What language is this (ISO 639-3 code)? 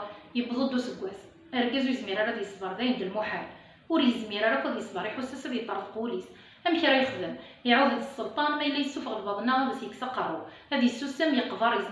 kab